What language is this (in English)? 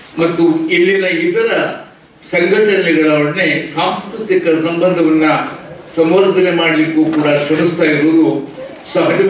Kannada